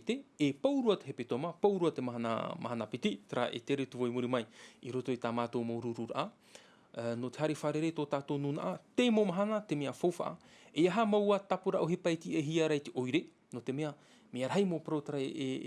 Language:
Tahitian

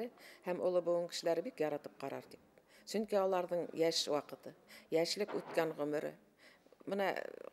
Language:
Bashkir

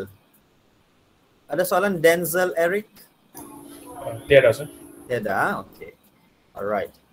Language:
Malay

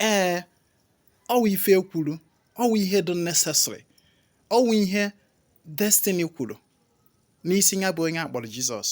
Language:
Igbo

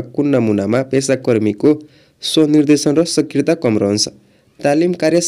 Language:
Nepali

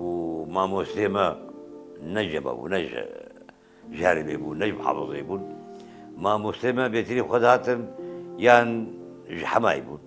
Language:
Kurdish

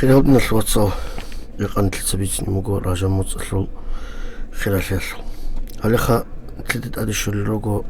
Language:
Avaric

